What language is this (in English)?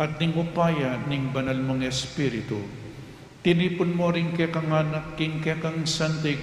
Pampanga